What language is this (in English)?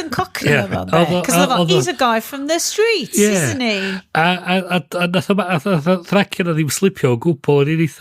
Welsh